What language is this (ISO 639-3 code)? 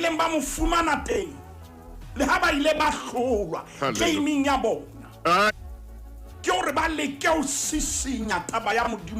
sot